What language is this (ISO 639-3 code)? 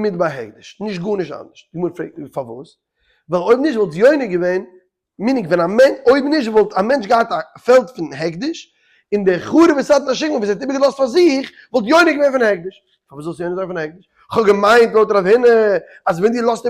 yid